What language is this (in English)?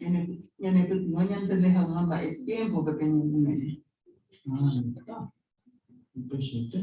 Guarani